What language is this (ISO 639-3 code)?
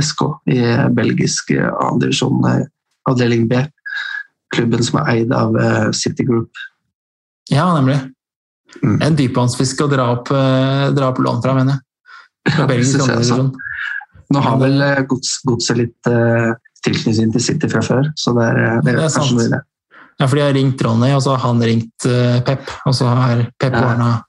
nor